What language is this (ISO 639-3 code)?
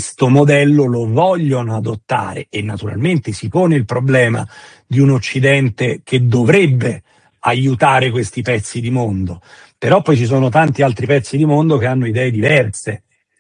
ita